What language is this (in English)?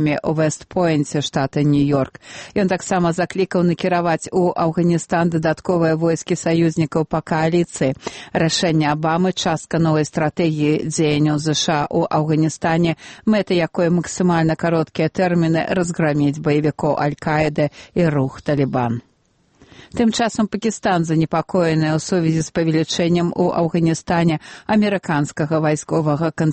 Belarusian